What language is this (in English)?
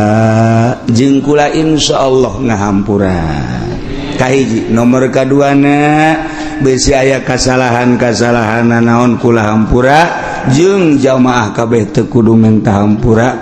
Sundanese